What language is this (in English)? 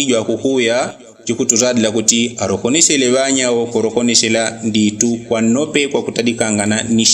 Yao